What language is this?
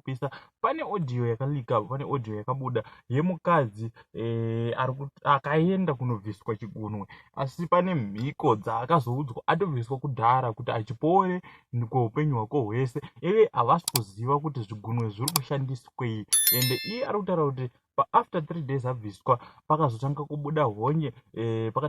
Shona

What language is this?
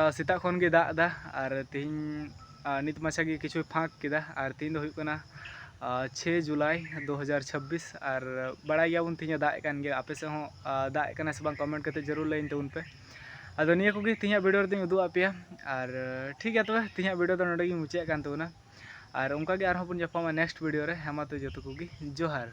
Santali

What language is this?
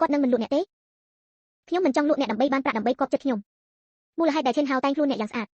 Khmer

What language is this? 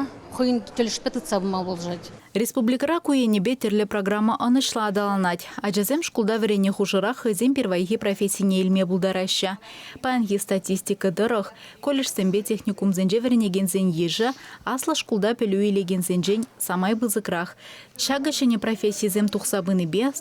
Chuvash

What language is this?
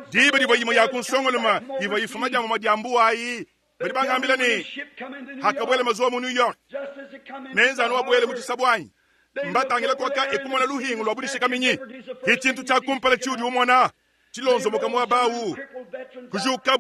Luba-Lulua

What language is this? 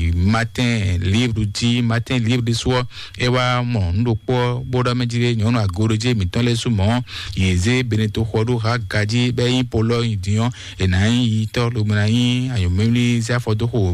Fon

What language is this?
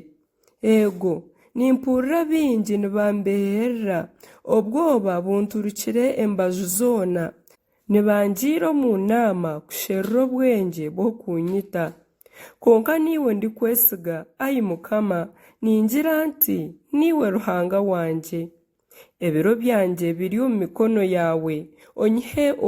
Nyankole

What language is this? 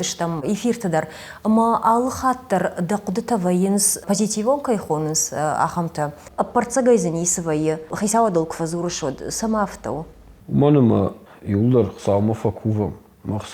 Ossetic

